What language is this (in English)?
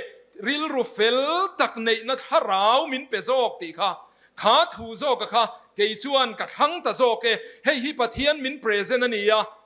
Mizo